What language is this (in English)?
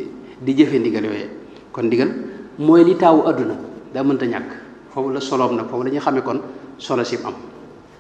Wolof